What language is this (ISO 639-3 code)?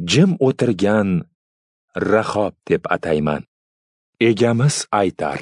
uzb